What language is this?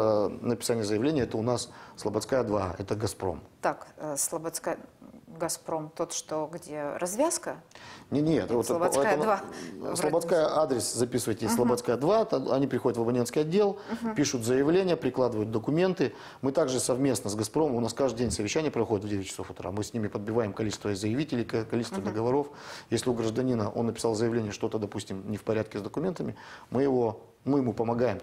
Russian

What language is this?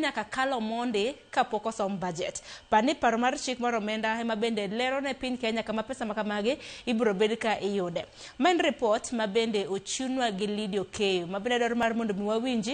Luo (Kenya and Tanzania)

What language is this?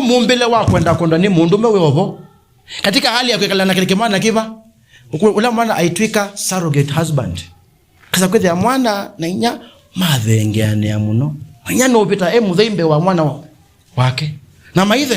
Kamba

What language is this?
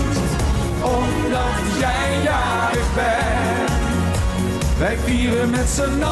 Dutch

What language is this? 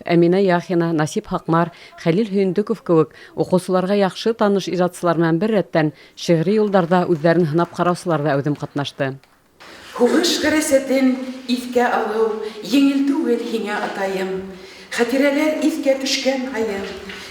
Bashkir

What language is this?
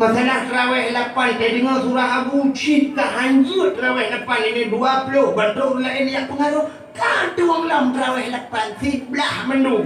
Achinese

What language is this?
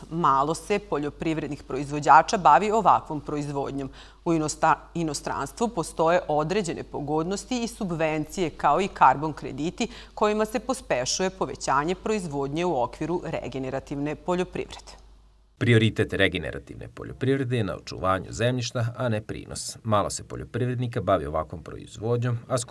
Serbian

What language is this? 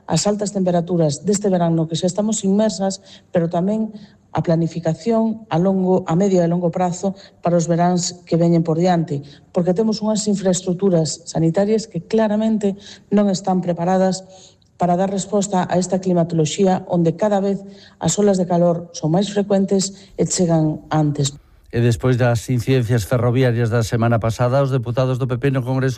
Galician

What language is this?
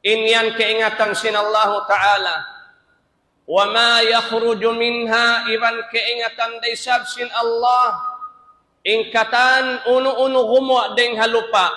Tausug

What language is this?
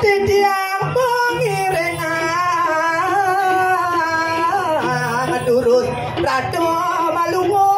Balinese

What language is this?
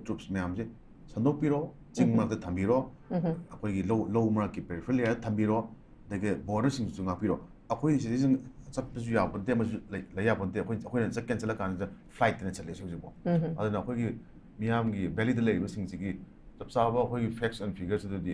Manipuri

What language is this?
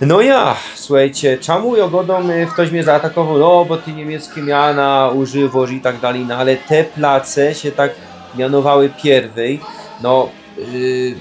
Silesian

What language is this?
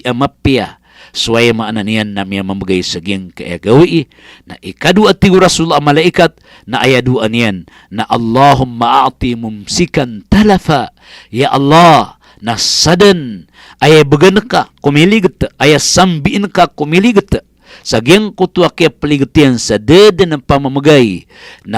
Maranao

